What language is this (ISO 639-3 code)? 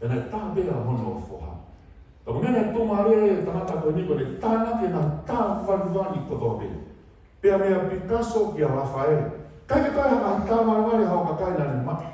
ton